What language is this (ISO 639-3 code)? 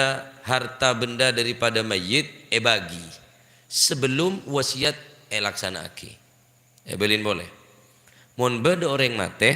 mad